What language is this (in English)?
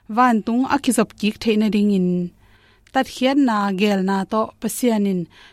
Tedim Chin